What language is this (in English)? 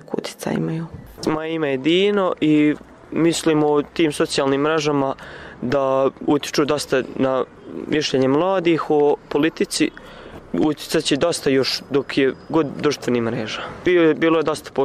Bosnian